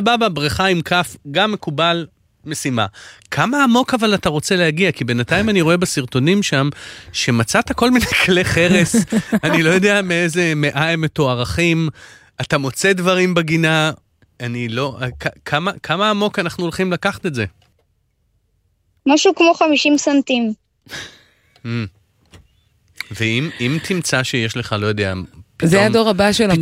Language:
Hebrew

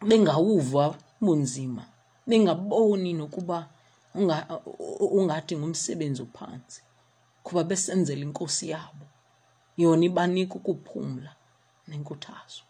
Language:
Xhosa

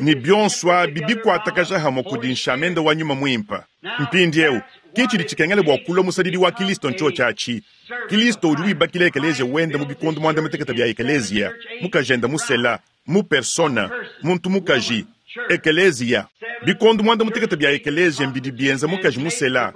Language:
Luba-Lulua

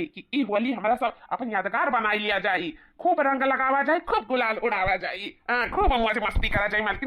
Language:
Awadhi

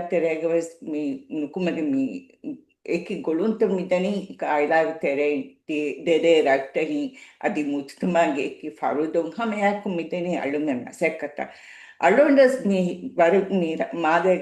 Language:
Divehi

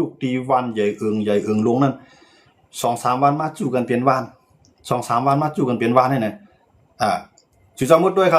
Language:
Shan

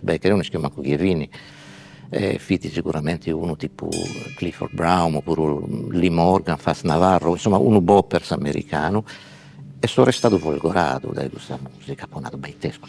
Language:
Sardinian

